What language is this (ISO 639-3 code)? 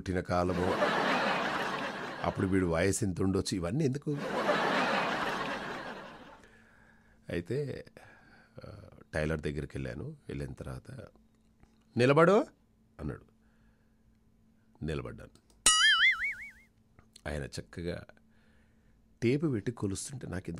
tel